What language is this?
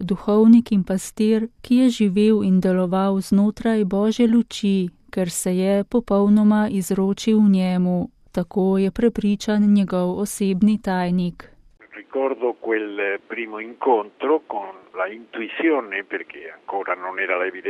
Slovenian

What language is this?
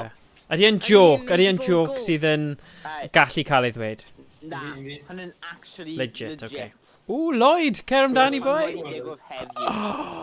Welsh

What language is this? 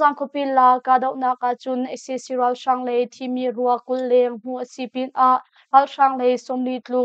Hakha Chin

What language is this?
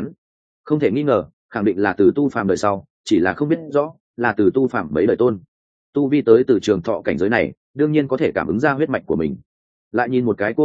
Vietnamese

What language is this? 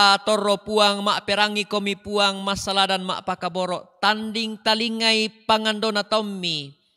Toraja-Sa'dan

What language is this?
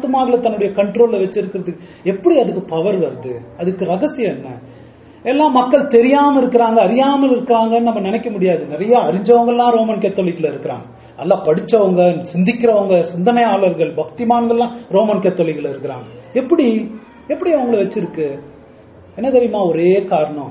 Tamil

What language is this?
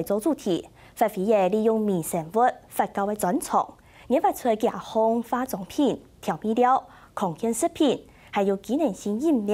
Hakka Chinese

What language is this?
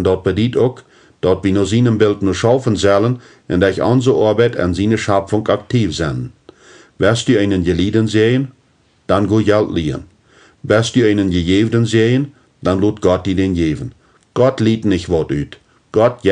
Plautdietsch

